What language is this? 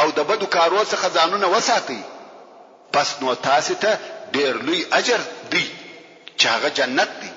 Pashto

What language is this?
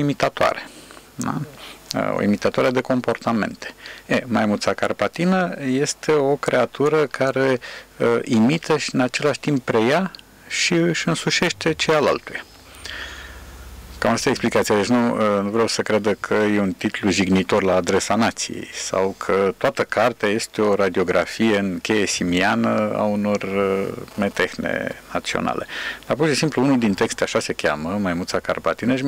Romanian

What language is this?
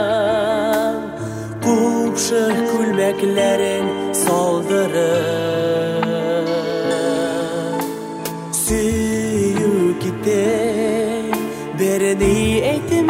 Tatar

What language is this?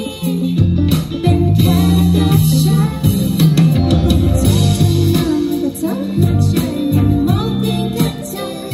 Thai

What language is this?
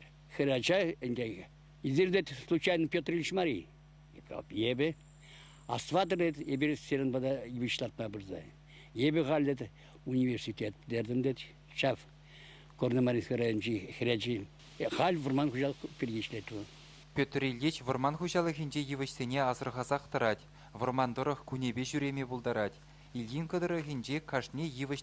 Chuvash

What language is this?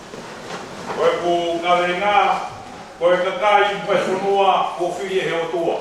Tongan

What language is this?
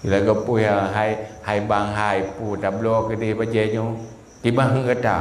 Achinese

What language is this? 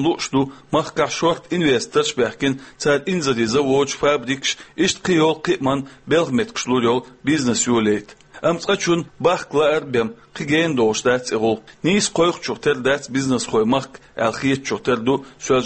Chechen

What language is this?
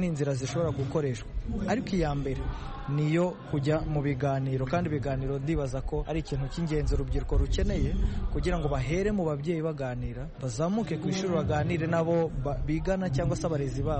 Kinyarwanda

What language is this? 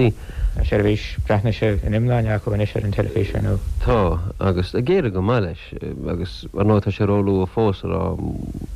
Irish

